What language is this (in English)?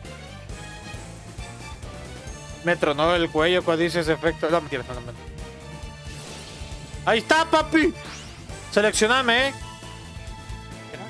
Spanish